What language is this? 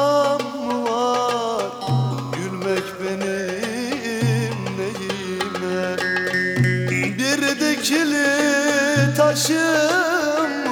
Turkish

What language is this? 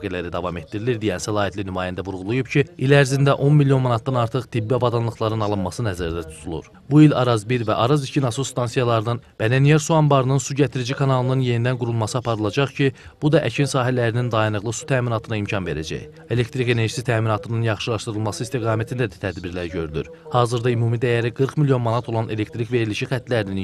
Azerbaijani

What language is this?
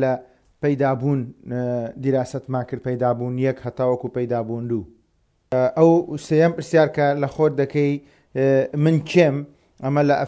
Central Kurdish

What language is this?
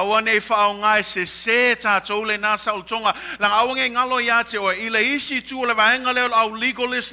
Samoan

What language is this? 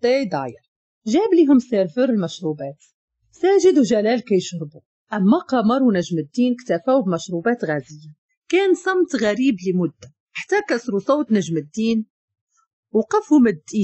Moroccan Arabic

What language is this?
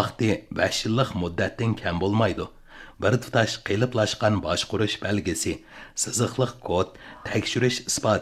Uyghur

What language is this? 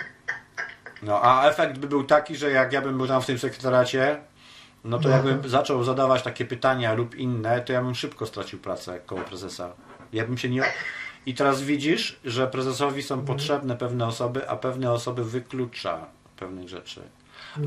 Polish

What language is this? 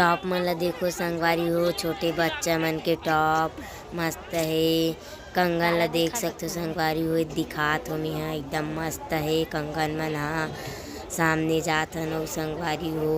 Chhattisgarhi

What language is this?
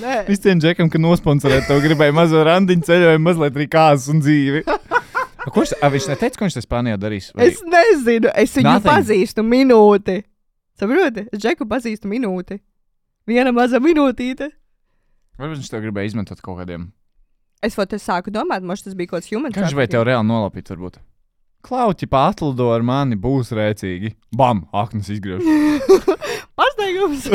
Latvian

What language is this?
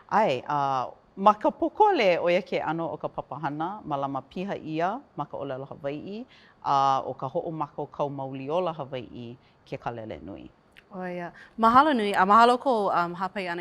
Hawaiian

